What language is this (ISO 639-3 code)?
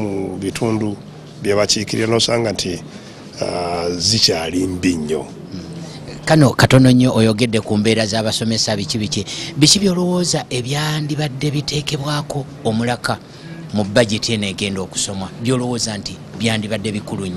lug